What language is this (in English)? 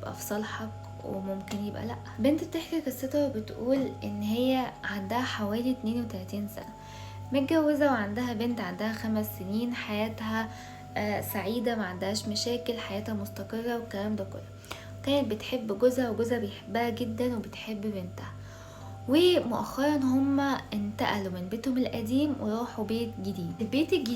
Egyptian Arabic